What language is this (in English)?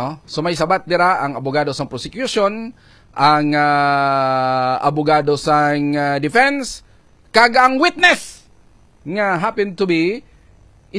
Hiligaynon